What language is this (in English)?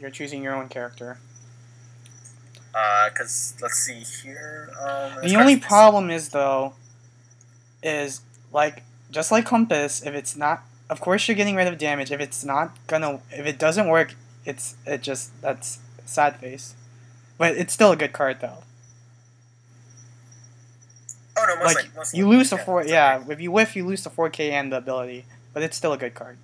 English